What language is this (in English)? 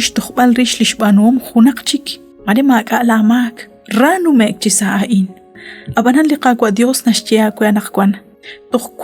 Kekchí